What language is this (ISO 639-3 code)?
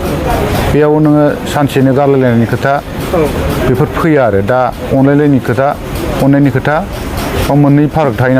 brx